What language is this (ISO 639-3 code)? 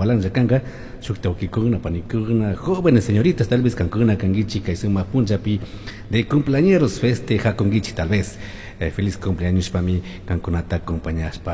qug